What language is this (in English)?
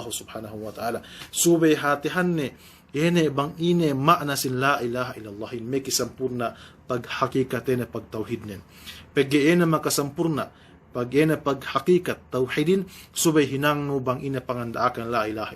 Yakan